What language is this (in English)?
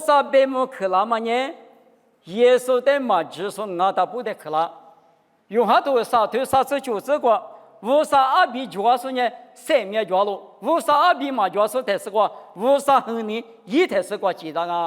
Lisu